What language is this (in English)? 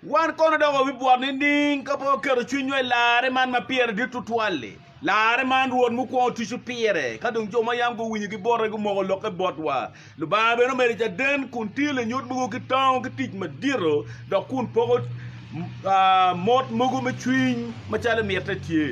Acoli